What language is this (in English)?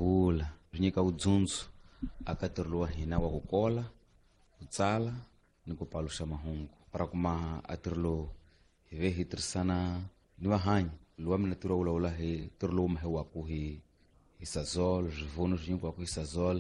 Tsonga